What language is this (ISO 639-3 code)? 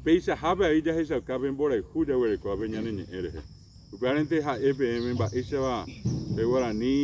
grn